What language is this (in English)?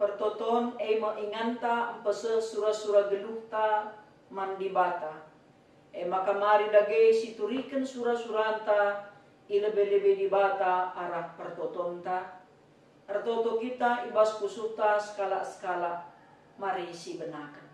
Batak Karo